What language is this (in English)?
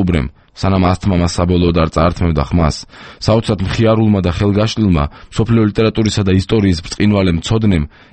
Georgian